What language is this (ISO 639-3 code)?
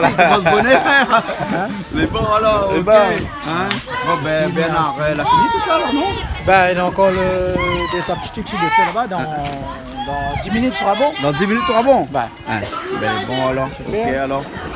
rcf